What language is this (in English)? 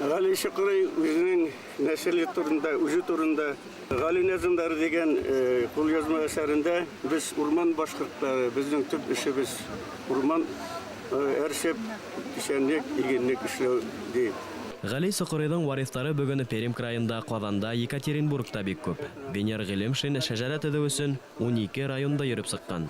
Bashkir